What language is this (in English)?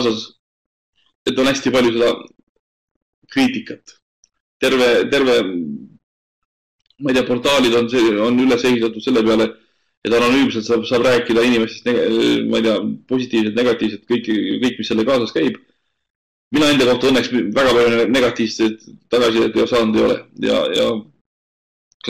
Estonian